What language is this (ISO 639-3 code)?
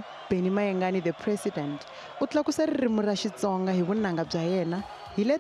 tso